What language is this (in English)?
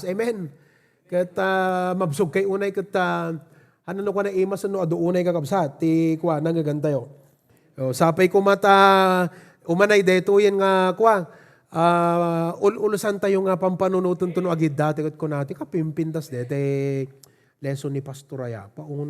Iloko